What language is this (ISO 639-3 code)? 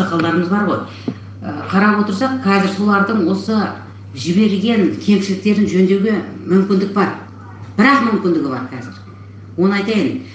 kaz